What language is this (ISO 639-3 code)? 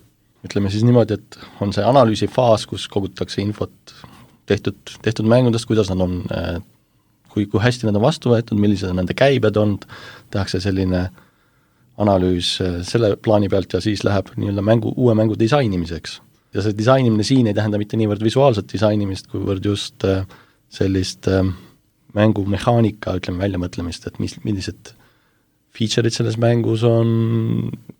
est